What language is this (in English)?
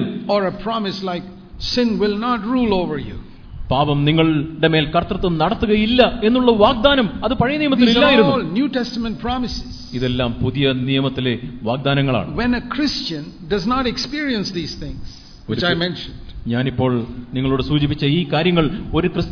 Malayalam